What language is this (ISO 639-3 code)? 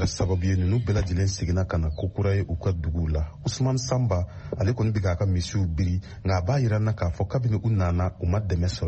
bam